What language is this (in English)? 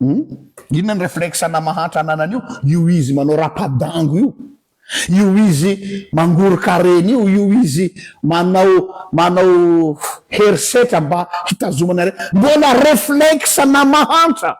Malagasy